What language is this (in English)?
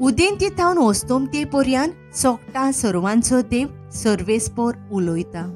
Konkani